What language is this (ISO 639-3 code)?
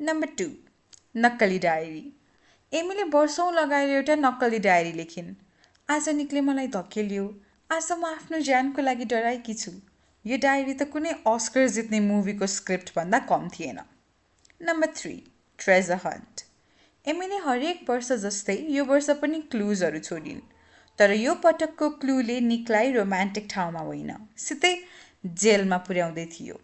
nep